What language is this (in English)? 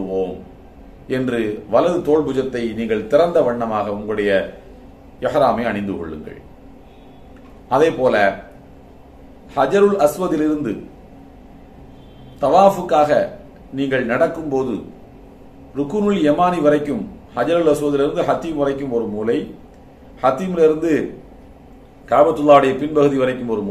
Tamil